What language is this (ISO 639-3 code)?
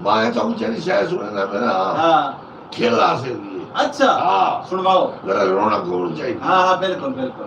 skr